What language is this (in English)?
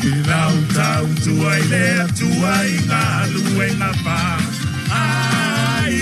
Samoan